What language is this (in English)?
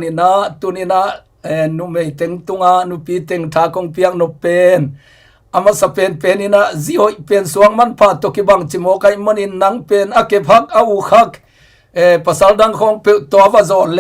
Tedim Chin